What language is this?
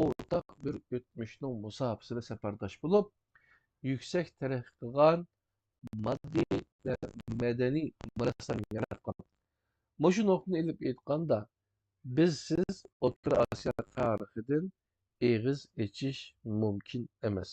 Uyghur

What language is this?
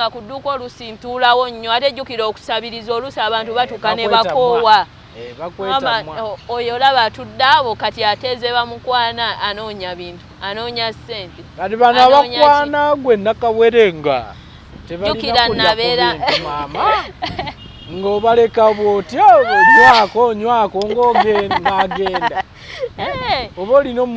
Ganda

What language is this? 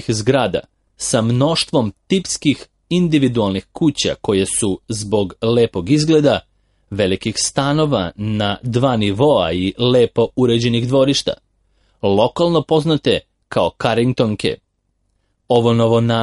Serbian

